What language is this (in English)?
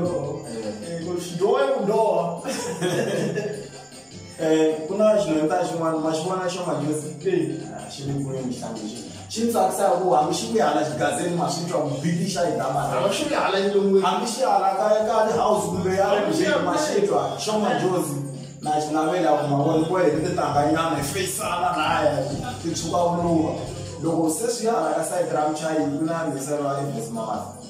Tsonga